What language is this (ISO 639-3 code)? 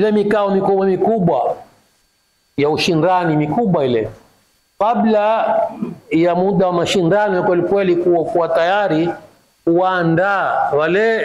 swa